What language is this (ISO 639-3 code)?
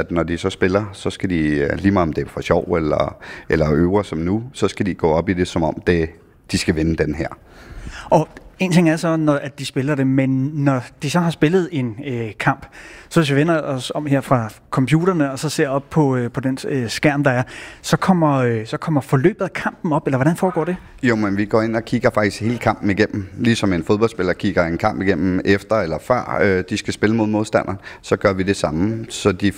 dan